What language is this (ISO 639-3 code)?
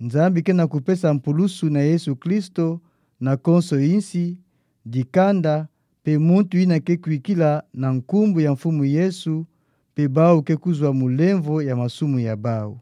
ktu